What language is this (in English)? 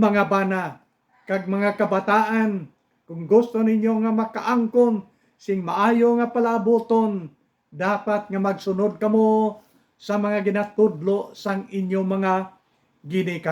Hiligaynon